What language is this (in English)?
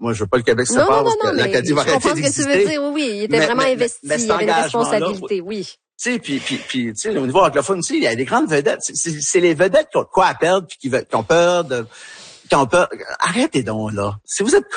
French